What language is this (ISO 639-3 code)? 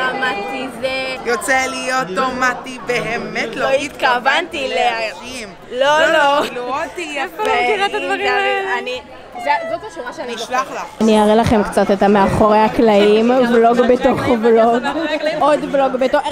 heb